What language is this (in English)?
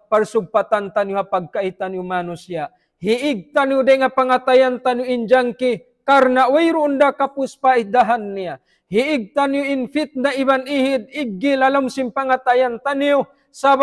Tausug